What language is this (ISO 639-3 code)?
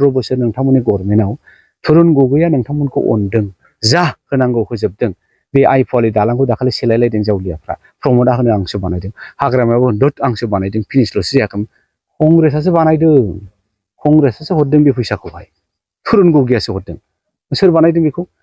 brx